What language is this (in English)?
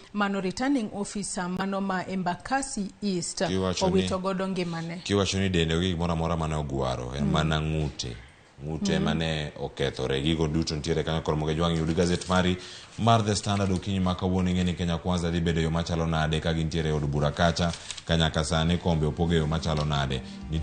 Luo (Kenya and Tanzania)